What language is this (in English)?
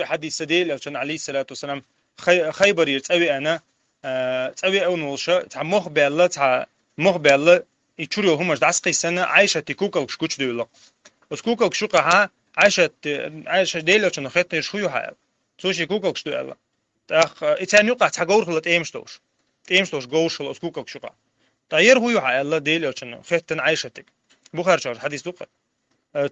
Chechen